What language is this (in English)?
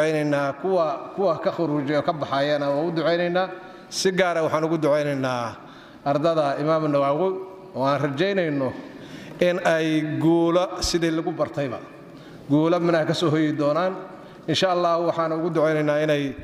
Somali